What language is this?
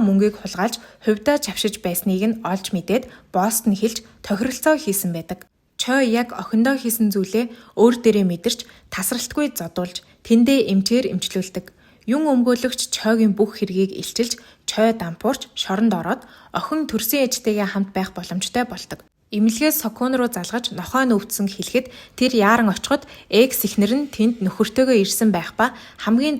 Mongolian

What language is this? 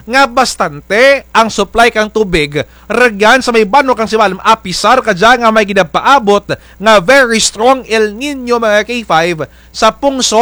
Kinaray-a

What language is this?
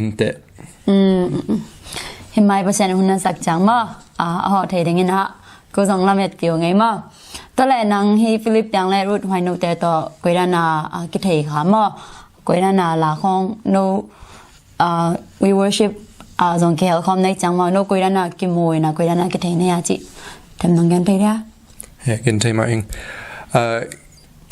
Tedim Chin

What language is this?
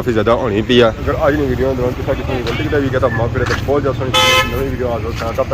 Pahari-Potwari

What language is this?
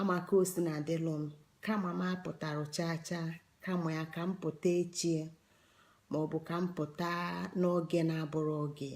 Igbo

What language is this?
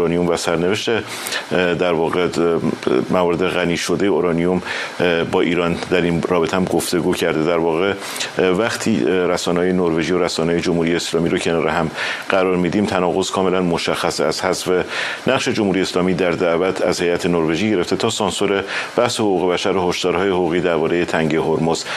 Persian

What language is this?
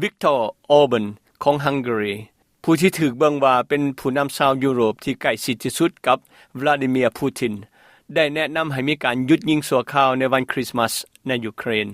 Lao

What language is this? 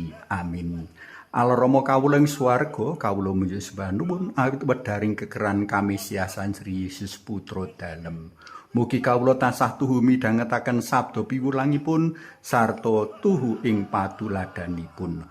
Javanese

